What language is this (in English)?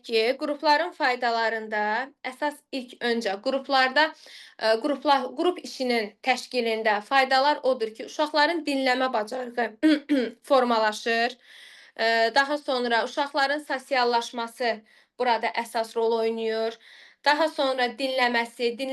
Azerbaijani